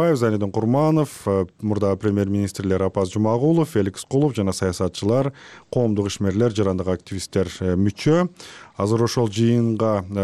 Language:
Kyrgyz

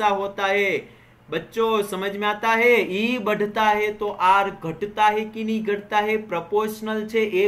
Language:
Gujarati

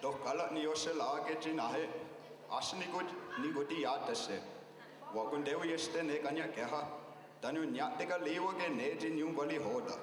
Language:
Mohawk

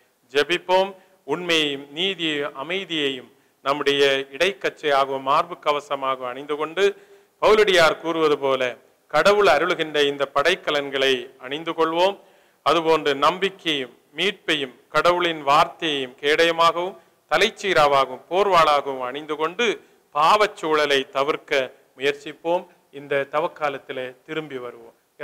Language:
Tamil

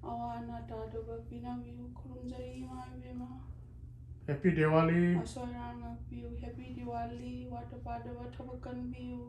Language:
Manipuri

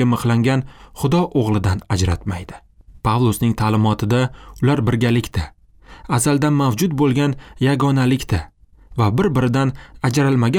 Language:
Uzbek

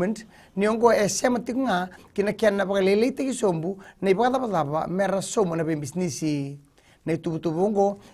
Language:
Fijian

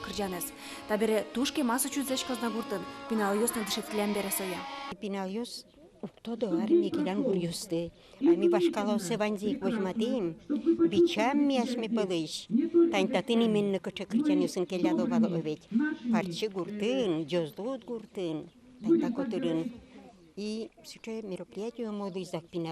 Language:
Udmurt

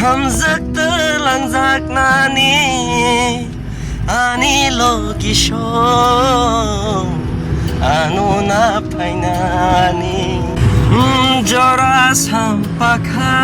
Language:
Kok Borok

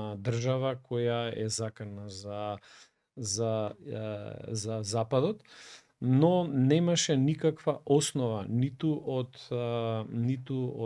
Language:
Macedonian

